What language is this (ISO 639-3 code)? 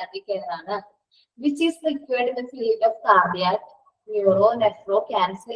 mal